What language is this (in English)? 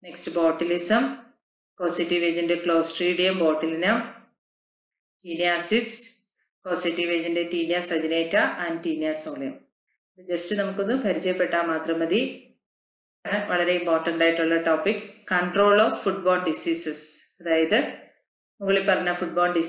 Malayalam